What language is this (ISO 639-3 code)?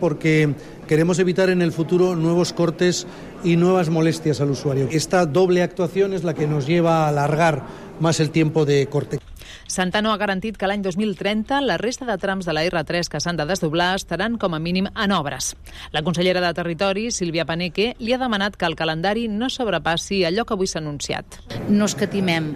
cat